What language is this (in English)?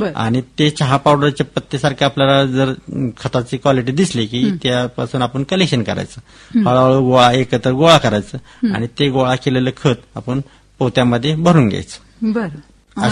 Marathi